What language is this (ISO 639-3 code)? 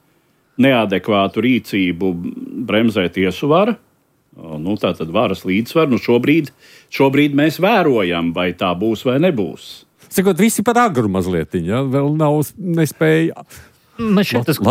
lav